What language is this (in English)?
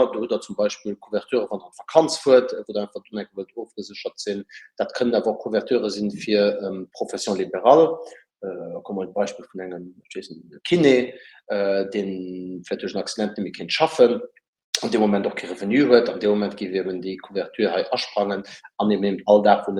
Luxembourgish